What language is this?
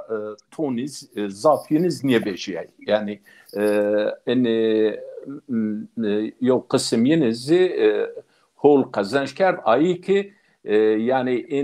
Zaza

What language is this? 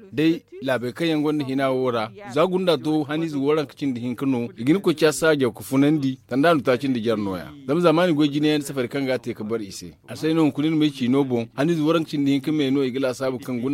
Zarma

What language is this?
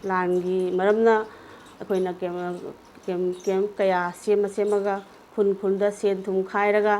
Manipuri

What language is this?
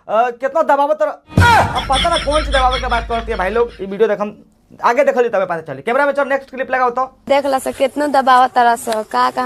Bhojpuri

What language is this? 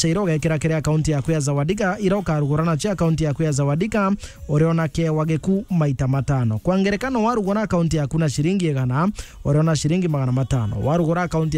Meru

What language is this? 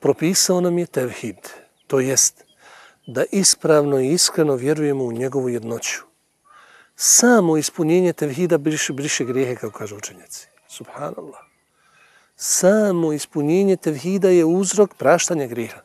Bosnian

